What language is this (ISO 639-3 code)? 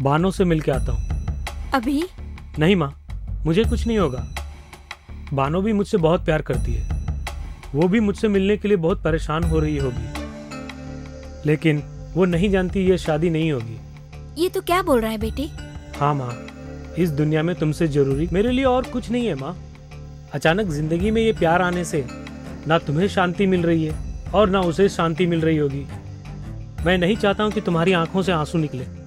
hin